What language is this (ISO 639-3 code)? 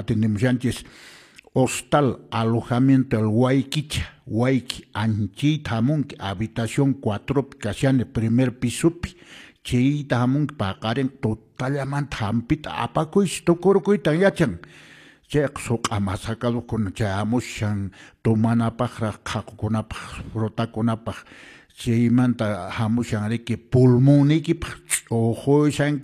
que